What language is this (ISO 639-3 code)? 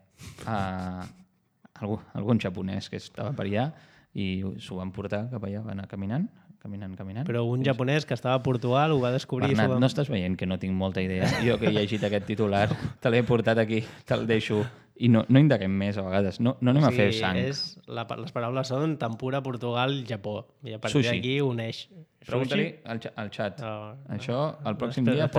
cat